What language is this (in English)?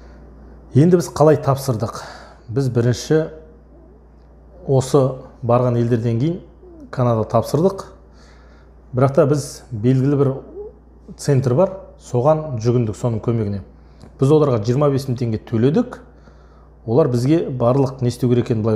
Kazakh